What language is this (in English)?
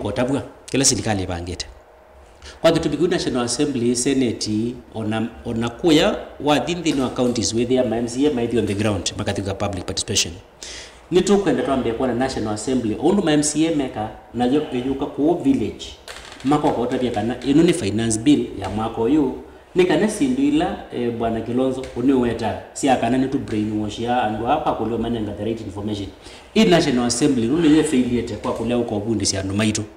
Kamba